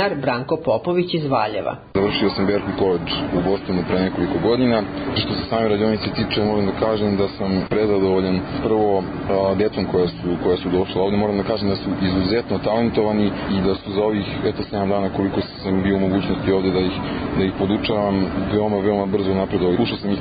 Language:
Serbian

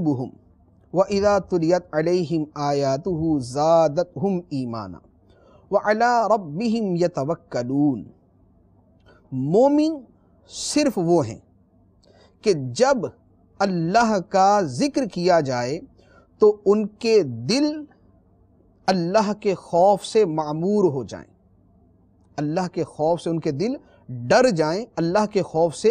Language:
Urdu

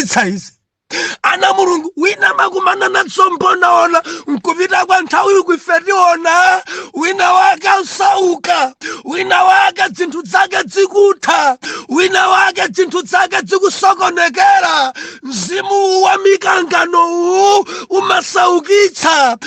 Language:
Nyanja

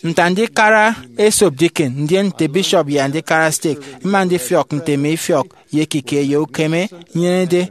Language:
Efik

